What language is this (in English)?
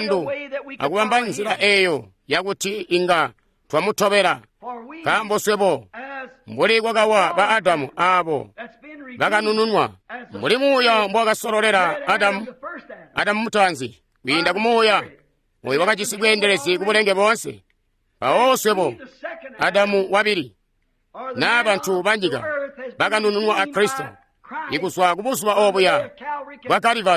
Tonga (Zambia)